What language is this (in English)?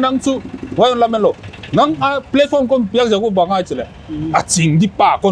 Paite Chin